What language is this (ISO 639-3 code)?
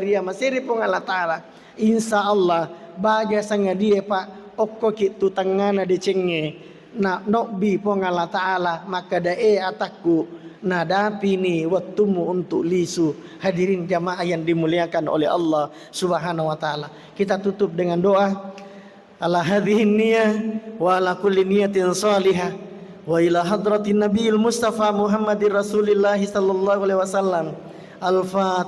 bug